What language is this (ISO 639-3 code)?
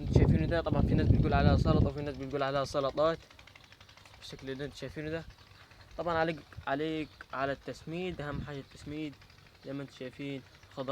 arz